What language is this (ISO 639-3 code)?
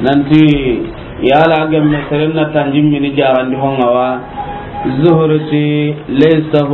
snk